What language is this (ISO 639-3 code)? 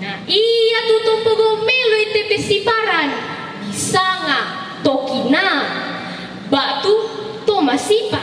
sda